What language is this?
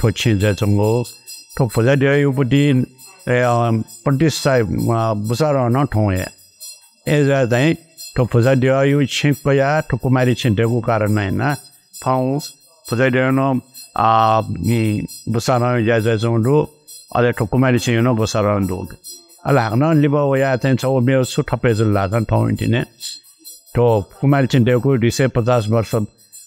Newari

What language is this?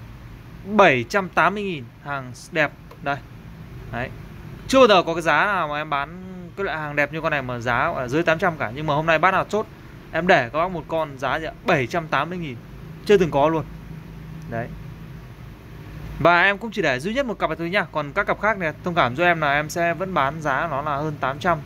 Vietnamese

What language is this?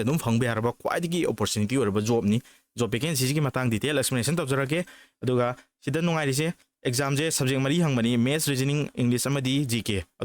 Manipuri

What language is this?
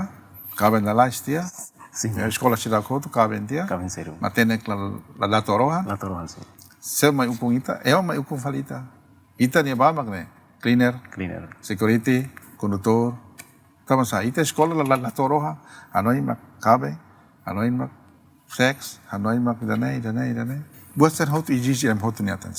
Tetum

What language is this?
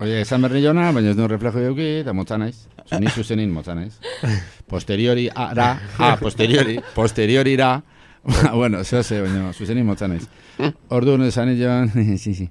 Basque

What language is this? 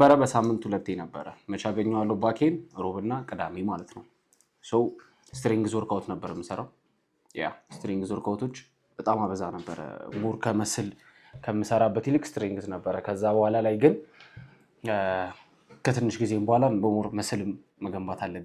Amharic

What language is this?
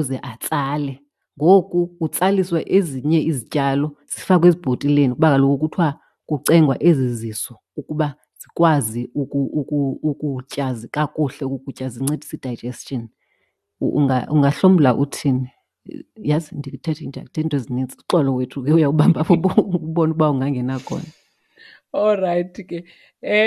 Xhosa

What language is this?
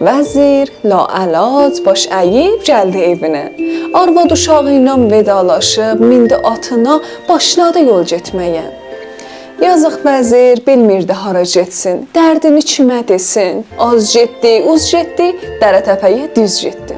South Azerbaijani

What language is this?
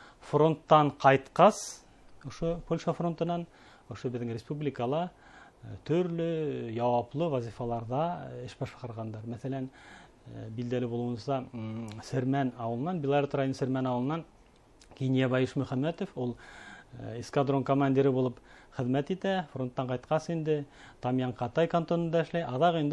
Bashkir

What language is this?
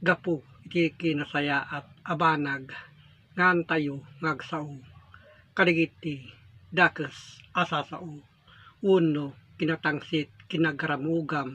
Iloko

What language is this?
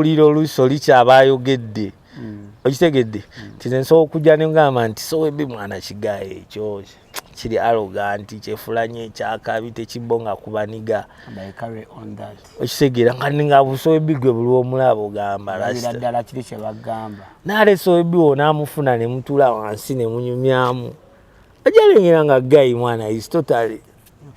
Ganda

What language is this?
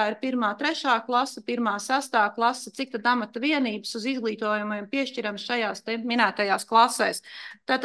Latvian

